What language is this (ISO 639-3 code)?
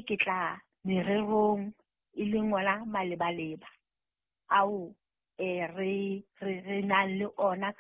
sot